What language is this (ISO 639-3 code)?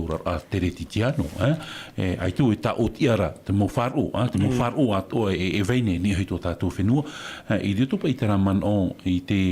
tah